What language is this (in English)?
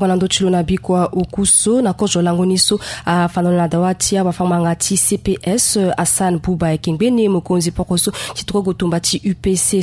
Sango